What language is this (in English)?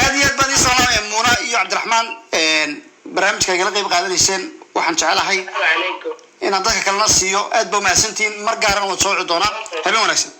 Somali